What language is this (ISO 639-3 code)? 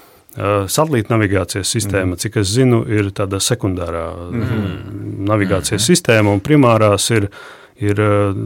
lav